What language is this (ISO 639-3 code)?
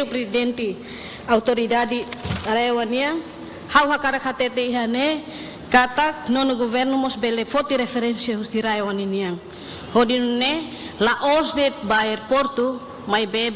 tet